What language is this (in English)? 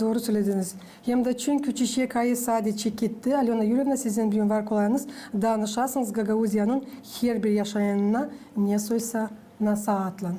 Gagauz